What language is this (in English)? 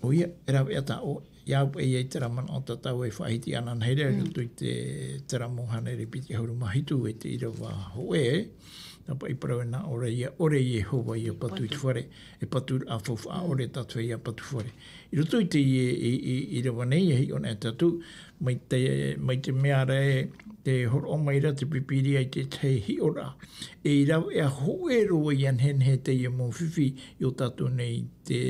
Tahitian